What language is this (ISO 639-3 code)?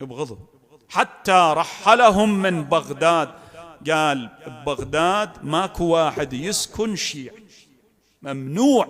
acm